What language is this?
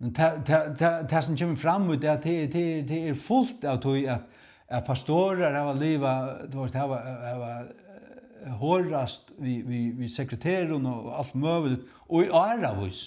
Faroese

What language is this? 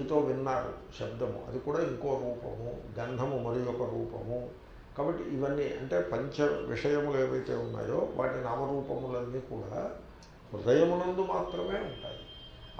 Telugu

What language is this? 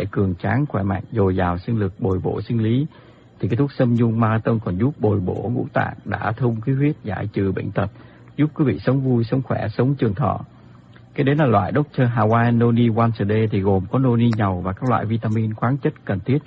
Vietnamese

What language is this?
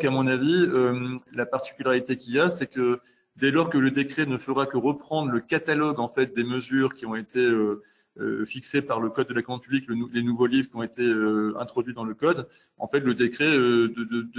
French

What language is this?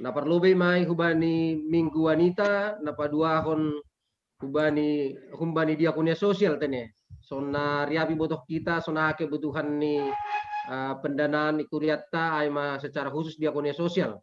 Batak Simalungun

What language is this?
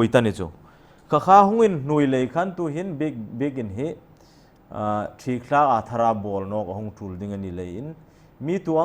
Hmar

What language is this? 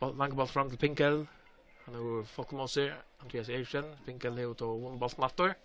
Faroese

